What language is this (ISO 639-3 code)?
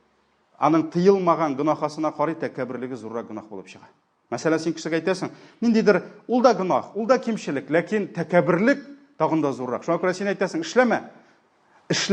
tat